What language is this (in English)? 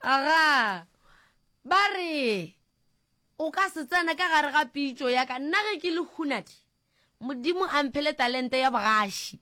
Northern Sotho